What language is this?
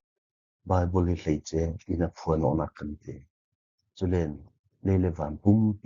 Falam Chin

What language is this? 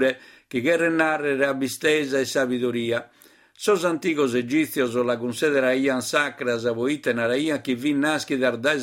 Sardinian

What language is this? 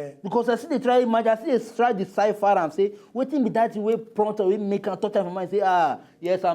Nigerian Pidgin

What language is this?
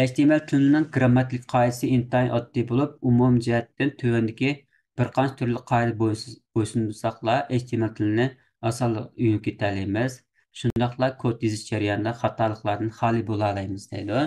Uyghur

